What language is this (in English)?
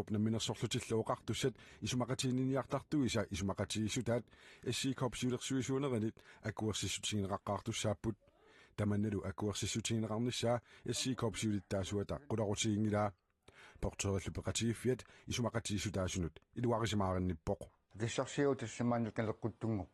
Kalaallisut